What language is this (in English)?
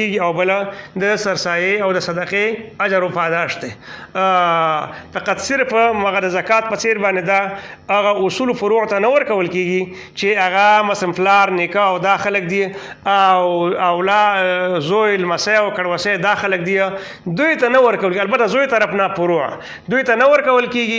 Pashto